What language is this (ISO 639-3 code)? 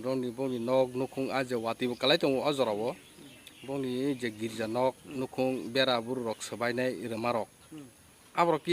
trp